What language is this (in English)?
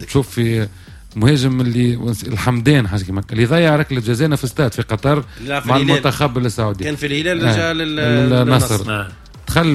Tunisian Arabic